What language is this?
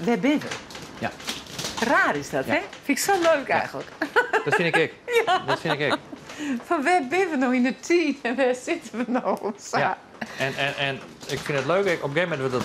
Western Frisian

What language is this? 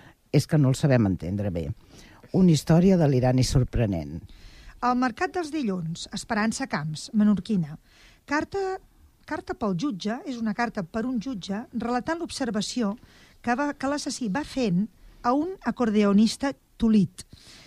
Catalan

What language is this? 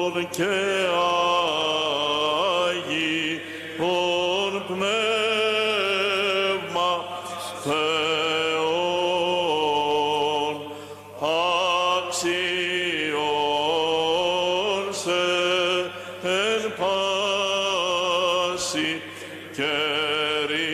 Greek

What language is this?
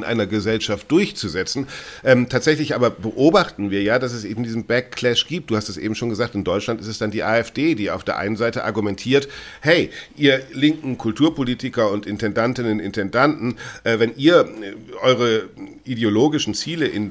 German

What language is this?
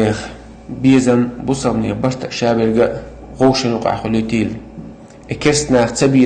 Chechen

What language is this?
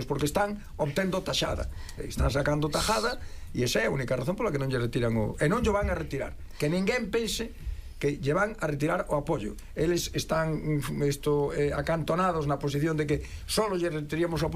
Galician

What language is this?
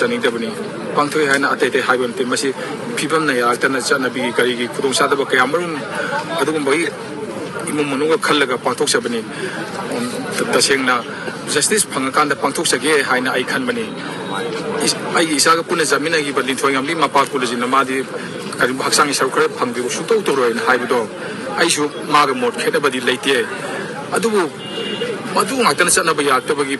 Manipuri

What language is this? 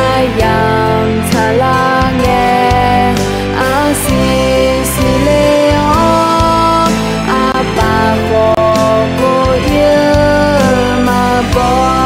Akha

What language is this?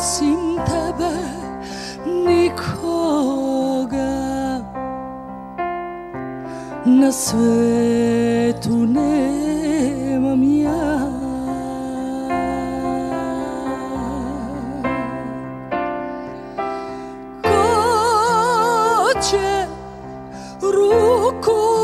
Serbian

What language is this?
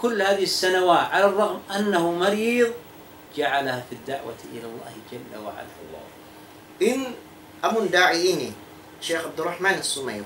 Tausug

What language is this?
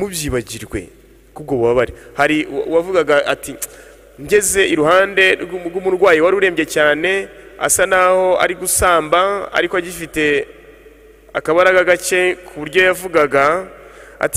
Kinyarwanda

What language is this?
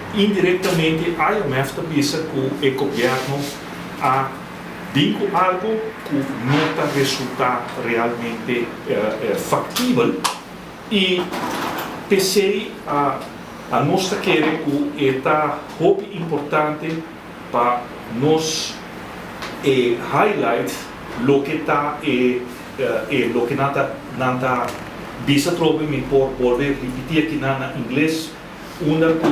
Papiamento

